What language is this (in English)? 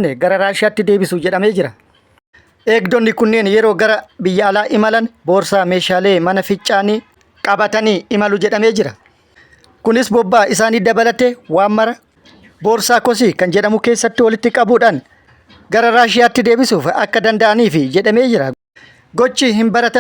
Oromo